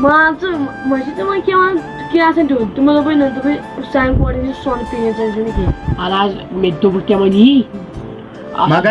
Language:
Kashmiri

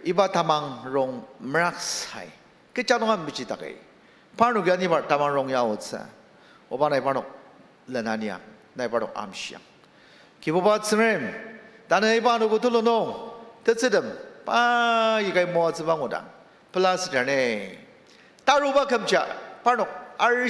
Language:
Ao Naga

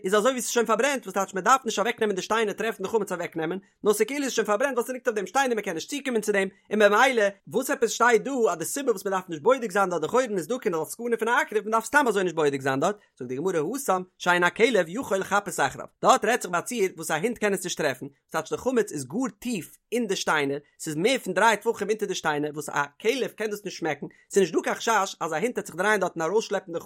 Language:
Yiddish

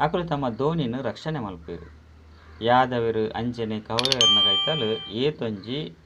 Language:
Tulu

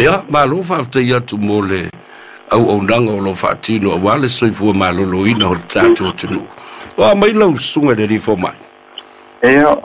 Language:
Samoan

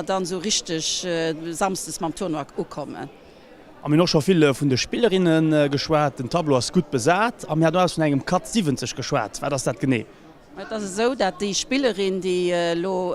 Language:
Luxembourgish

